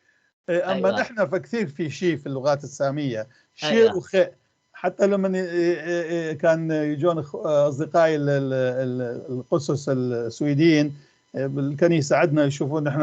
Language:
North Levantine Arabic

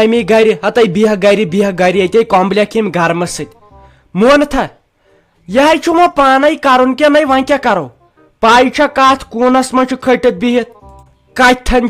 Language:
Kashmiri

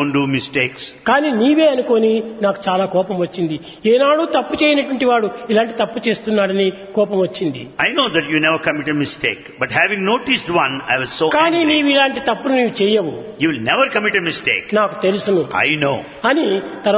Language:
Telugu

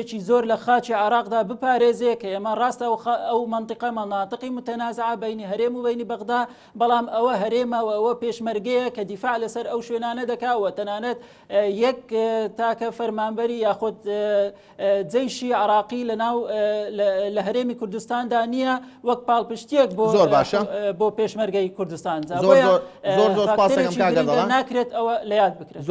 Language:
Central Kurdish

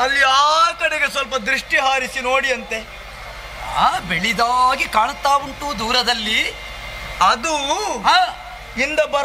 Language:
Kannada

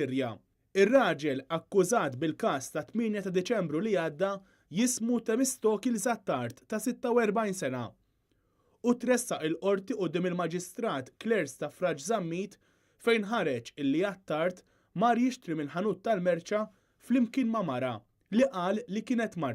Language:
Maltese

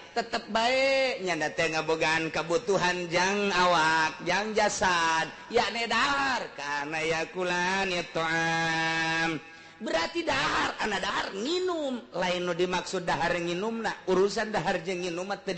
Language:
Sundanese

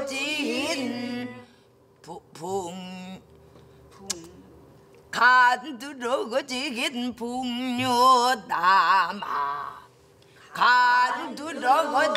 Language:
Korean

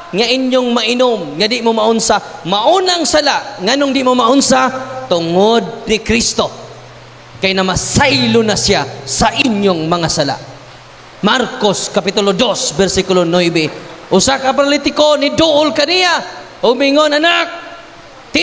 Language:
Cebuano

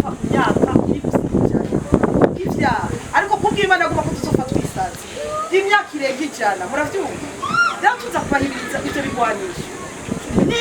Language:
Rundi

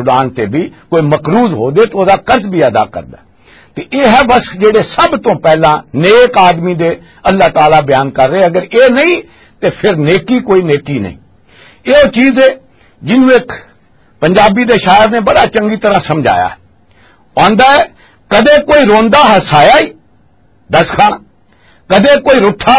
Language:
Western Panjabi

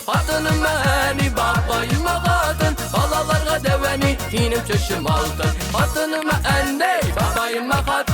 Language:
Tatar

